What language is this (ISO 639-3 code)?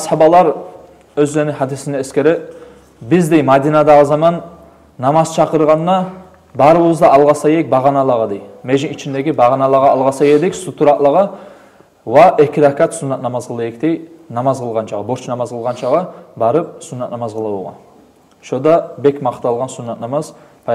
kum